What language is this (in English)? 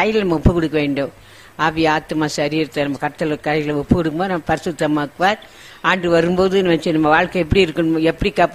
Tamil